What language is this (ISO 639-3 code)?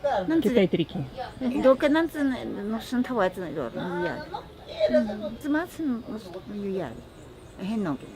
prq